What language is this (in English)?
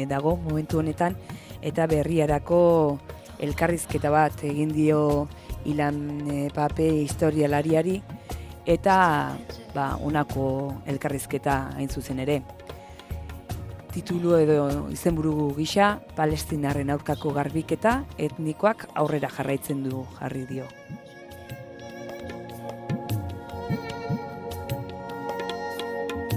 Basque